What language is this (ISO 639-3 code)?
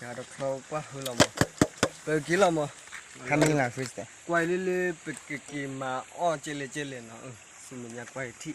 ksw